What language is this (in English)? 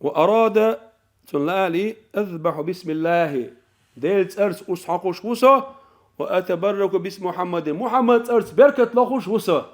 Chechen